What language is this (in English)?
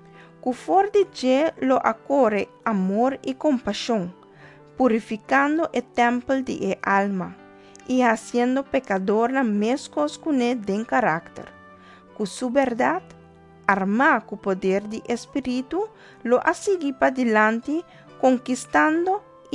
Papiamento